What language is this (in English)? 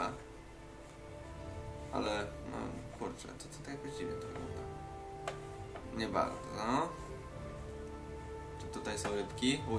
Polish